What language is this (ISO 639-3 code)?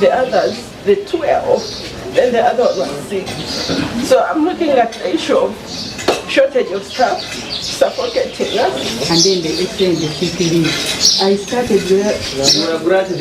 lug